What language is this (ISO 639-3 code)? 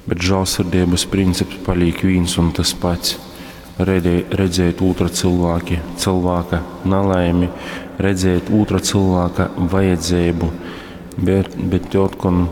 ltg